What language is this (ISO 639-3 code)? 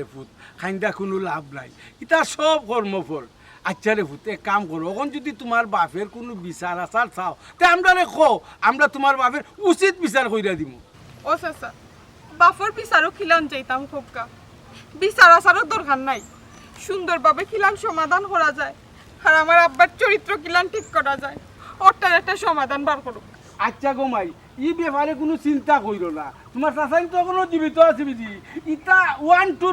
syl